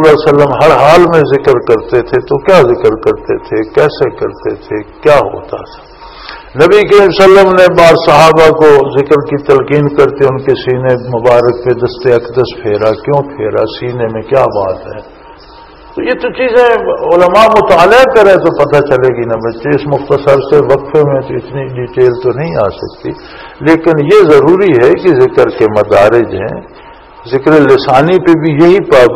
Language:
Urdu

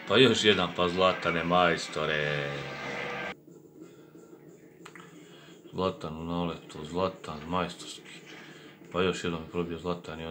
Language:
Croatian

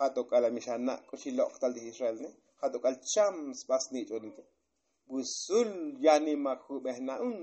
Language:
Tzotzil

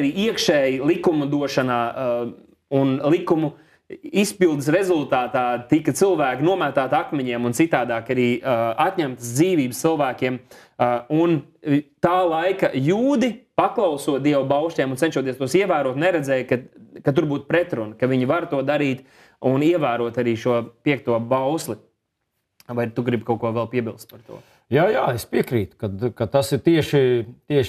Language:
Latvian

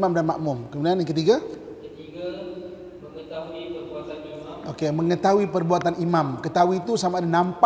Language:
Malay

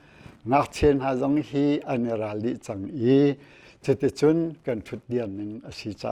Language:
Hakha Chin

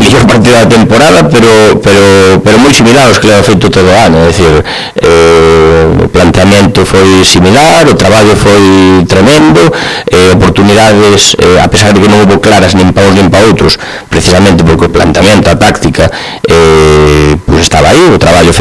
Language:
Galician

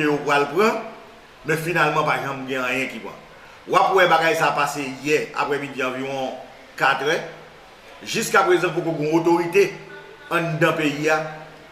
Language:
Haitian Creole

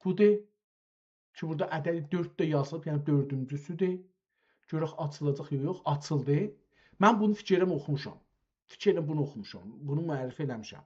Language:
South Azerbaijani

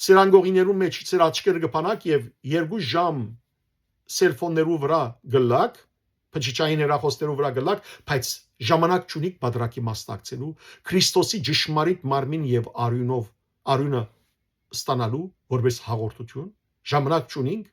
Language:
Western Armenian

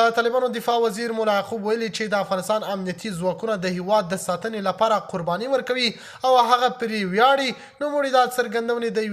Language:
Pashto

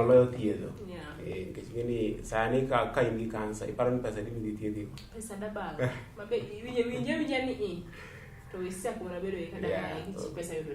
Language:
Luo (Kenya and Tanzania)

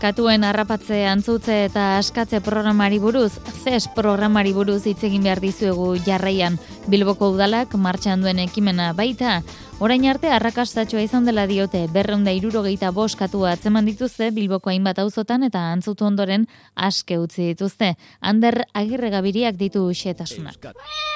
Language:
Basque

